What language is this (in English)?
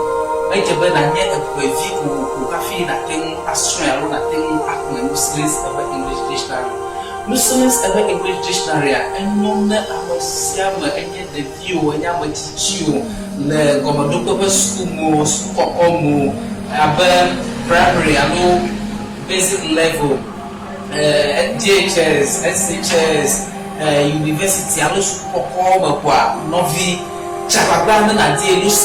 Ewe